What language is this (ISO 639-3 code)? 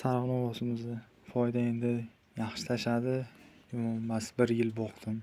uzb